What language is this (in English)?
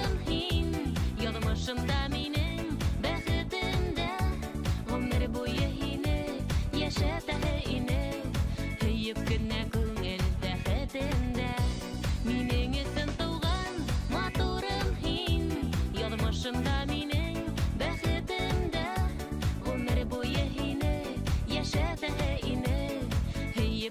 Bashkir